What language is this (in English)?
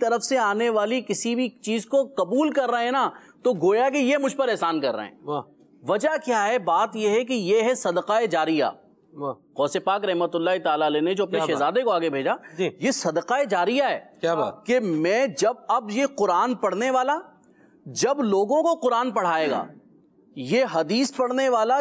Urdu